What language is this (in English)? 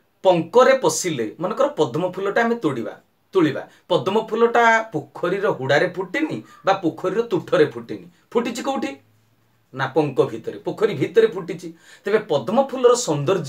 Odia